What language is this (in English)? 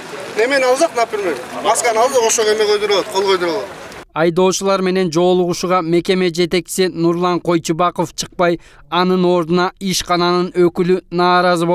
Kyrgyz